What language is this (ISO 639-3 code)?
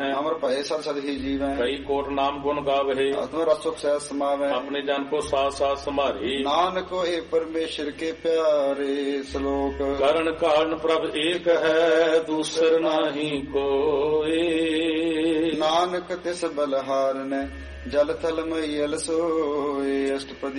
pan